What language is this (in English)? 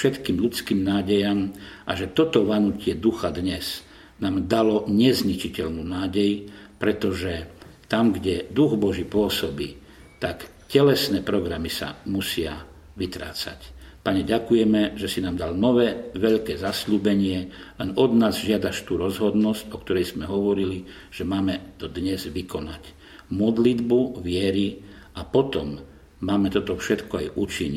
Slovak